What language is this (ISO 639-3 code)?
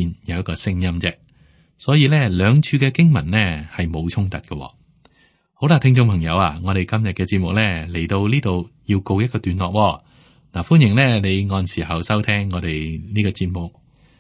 yue